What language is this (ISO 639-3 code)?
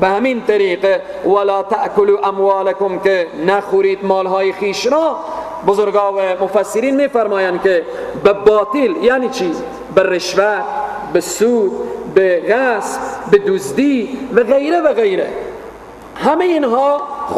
fas